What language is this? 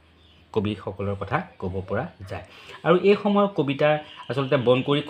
Assamese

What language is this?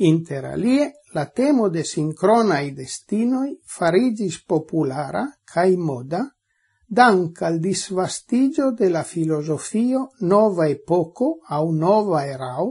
Esperanto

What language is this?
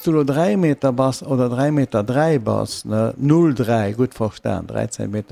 Luxembourgish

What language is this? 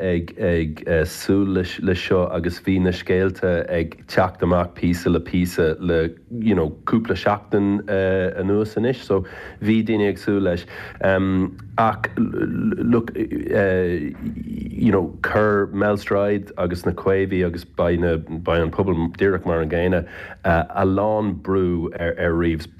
Irish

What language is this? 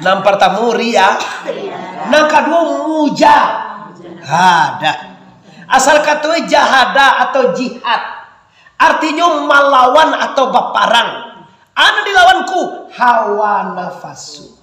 Minangkabau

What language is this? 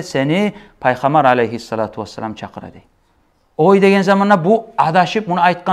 Kumyk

